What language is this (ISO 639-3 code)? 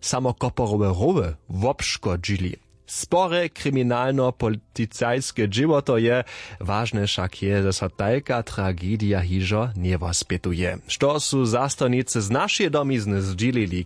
hsb